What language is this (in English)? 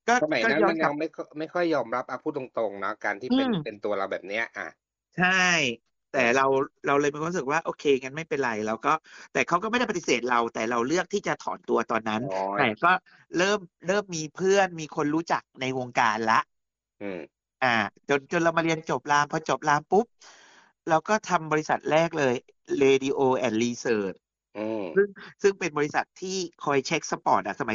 Thai